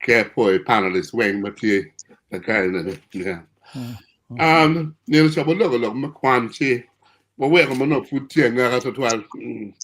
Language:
Acoli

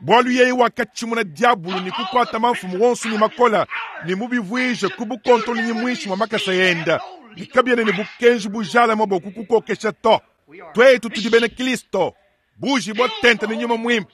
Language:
Luba-Lulua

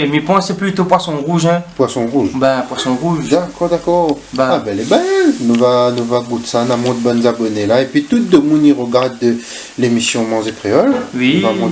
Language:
Réunion Creole French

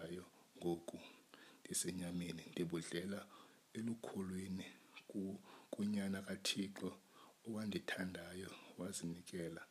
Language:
Xhosa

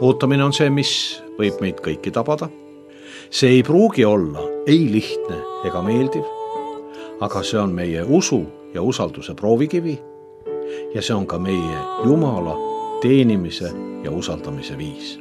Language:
Estonian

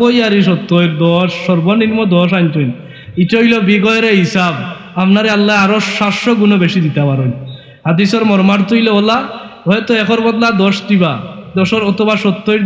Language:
Sylheti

